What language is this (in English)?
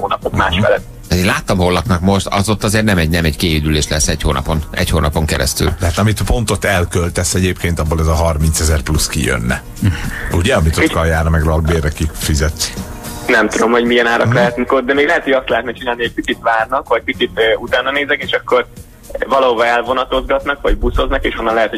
Hungarian